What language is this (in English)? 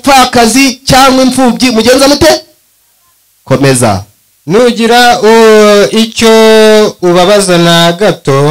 Kinyarwanda